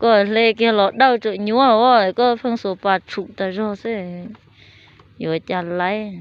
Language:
Hmong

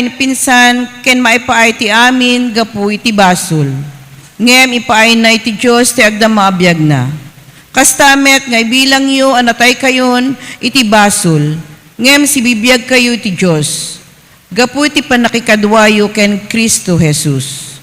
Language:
Iloko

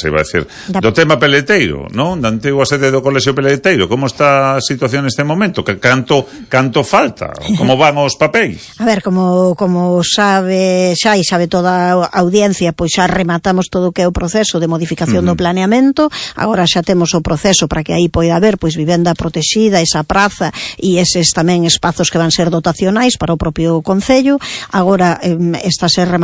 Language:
Galician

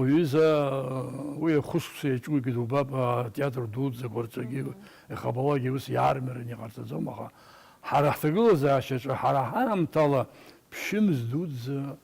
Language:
Abkhazian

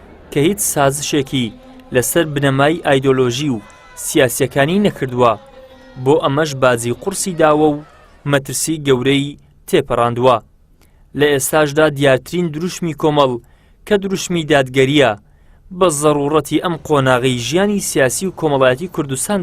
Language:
Central Kurdish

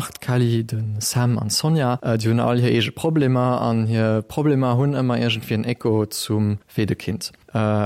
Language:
Luxembourgish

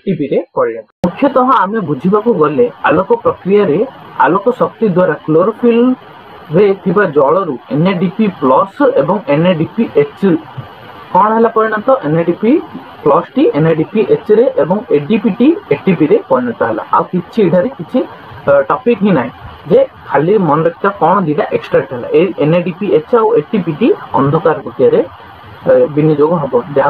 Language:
Odia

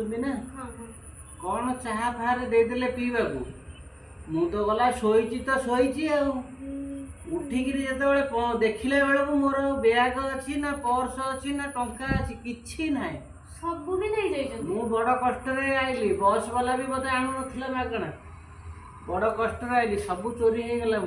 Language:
Odia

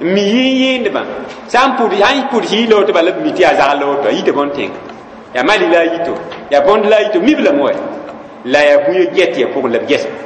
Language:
Mossi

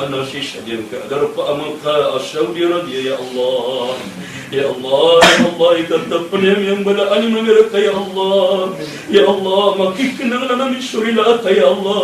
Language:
Maranao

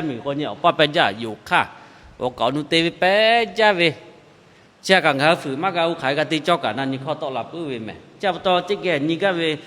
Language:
Lahu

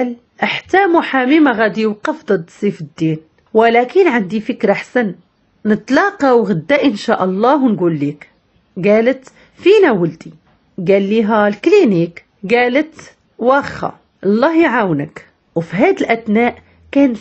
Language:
Moroccan Arabic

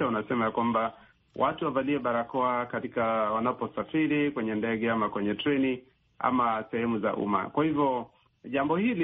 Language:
Swahili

